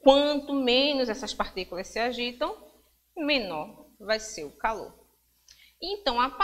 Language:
Portuguese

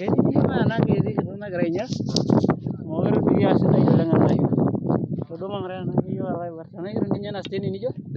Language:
Masai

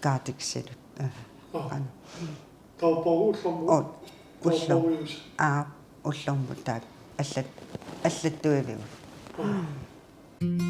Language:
Kalaallisut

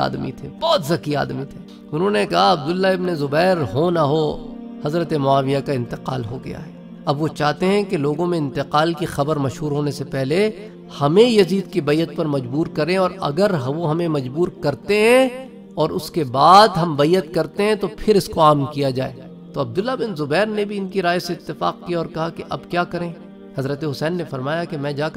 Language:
Urdu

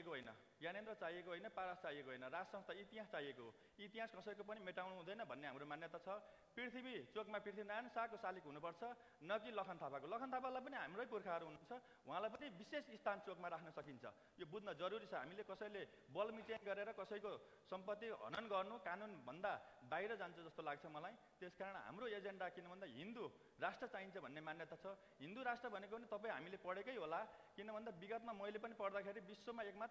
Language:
Nepali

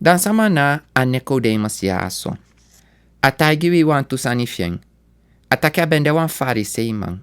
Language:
Sranan Tongo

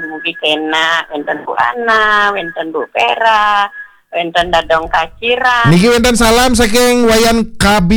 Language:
Balinese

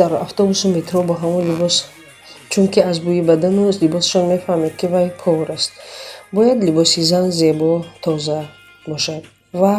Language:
Tajik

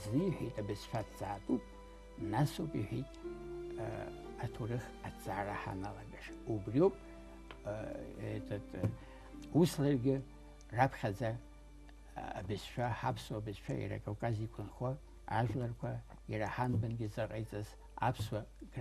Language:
Abkhazian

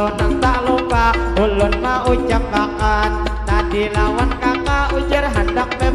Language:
Banjar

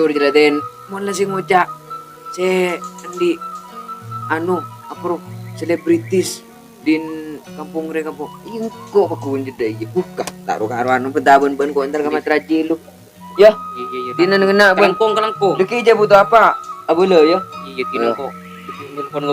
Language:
Madurese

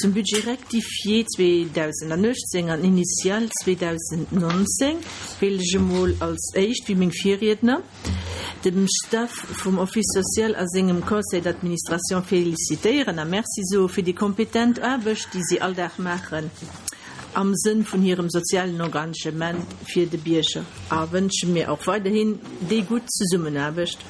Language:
Luxembourgish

